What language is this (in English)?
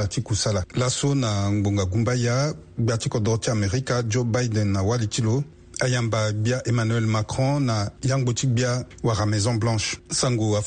Sango